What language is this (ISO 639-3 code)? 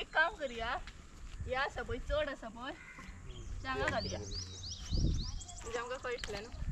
kok